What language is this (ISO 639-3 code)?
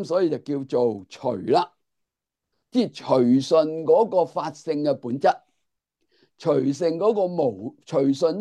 yue